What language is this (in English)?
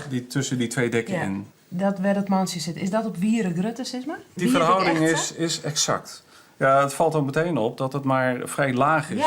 Western Frisian